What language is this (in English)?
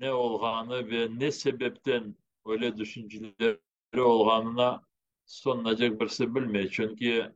Crimean Tatar